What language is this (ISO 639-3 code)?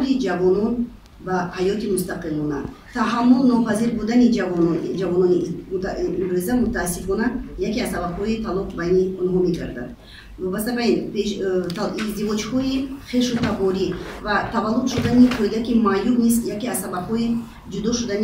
tgk